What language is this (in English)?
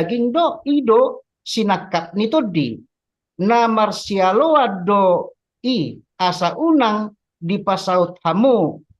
Batak Toba